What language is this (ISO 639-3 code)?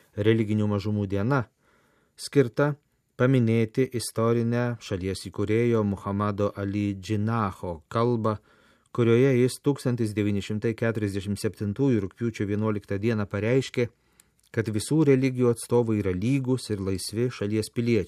lit